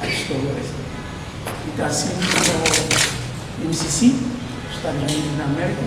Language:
Tetum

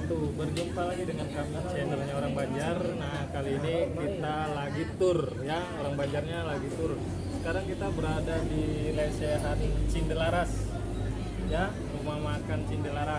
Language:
Banjar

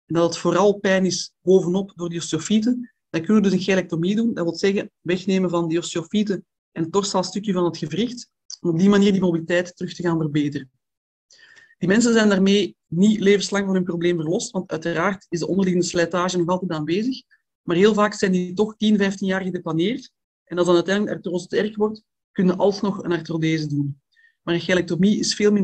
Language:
Dutch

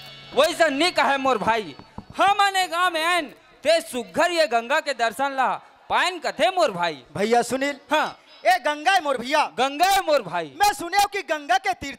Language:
Chhattisgarhi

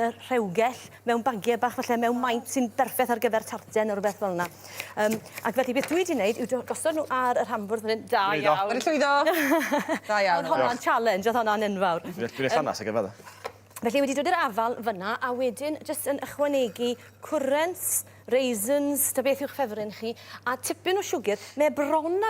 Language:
Welsh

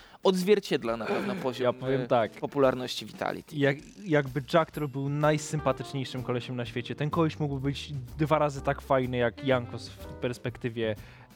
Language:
Polish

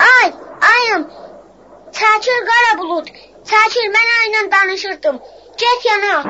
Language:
South Azerbaijani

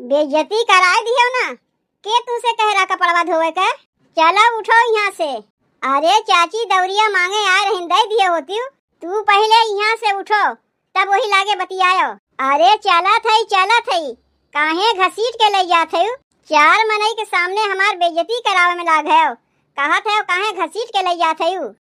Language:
Awadhi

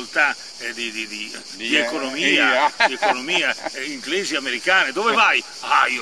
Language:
Italian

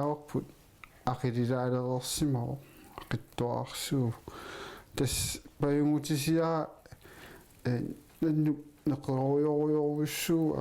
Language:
Kalaallisut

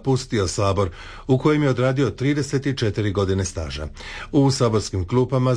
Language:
Croatian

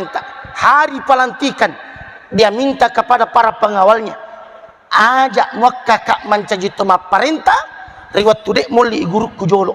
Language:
Buginese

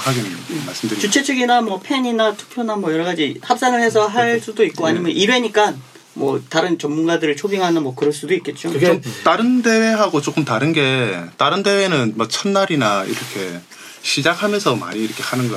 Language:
Korean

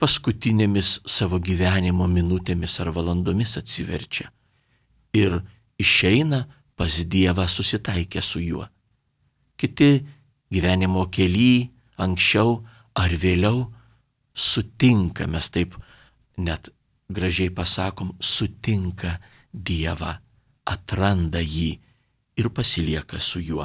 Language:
Lithuanian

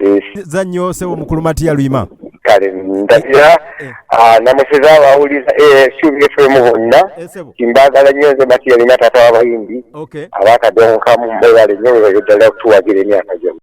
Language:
Ganda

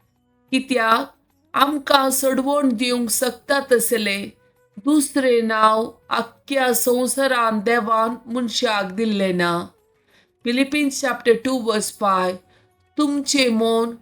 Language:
Konkani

